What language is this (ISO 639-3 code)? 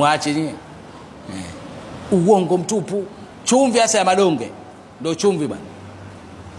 swa